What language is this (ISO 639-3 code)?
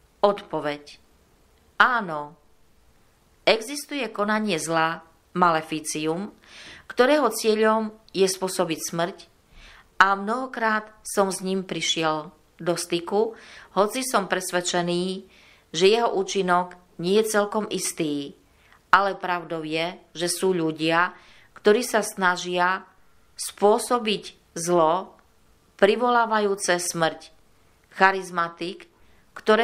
slk